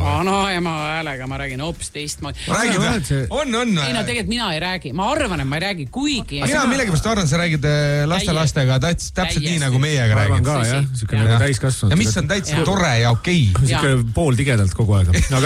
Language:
Estonian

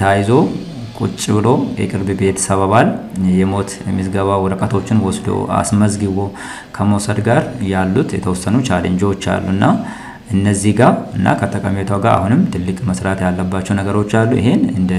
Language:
Amharic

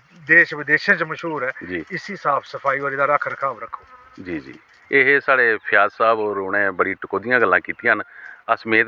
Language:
Dogri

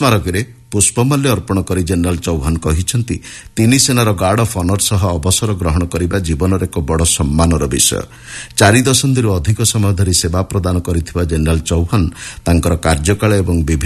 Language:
Odia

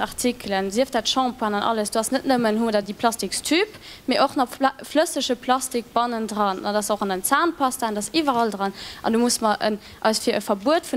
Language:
Luxembourgish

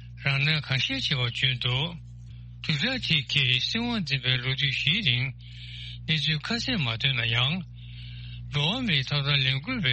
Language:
Tibetan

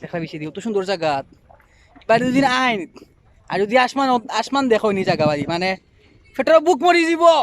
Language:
Sylheti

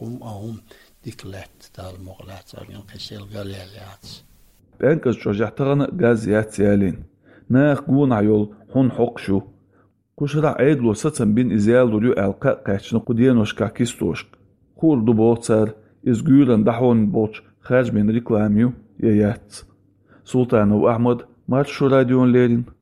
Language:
Chechen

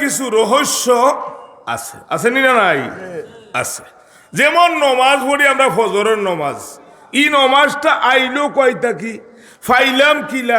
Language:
Sylheti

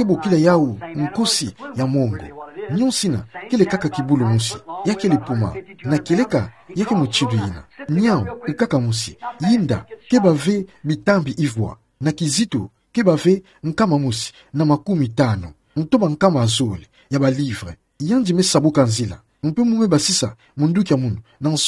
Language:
Kituba (Democratic Republic of Congo)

